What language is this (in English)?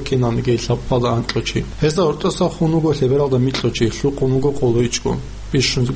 Avaric